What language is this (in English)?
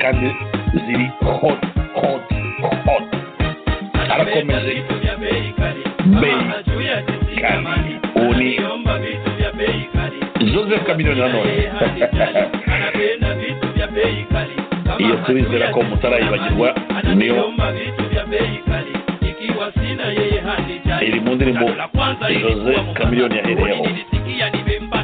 Kinyarwanda